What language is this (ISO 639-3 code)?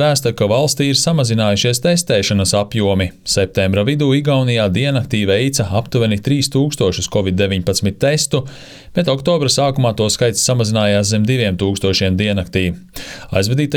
lav